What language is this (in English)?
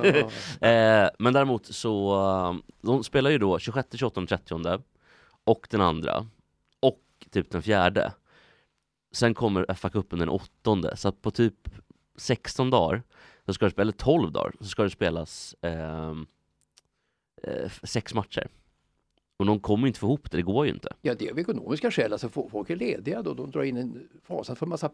Swedish